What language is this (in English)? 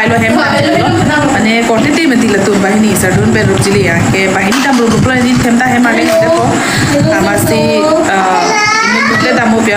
Karbi